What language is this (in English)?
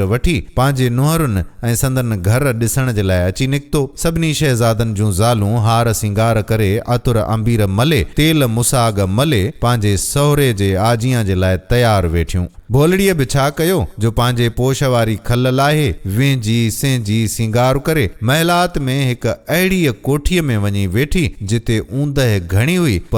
Sindhi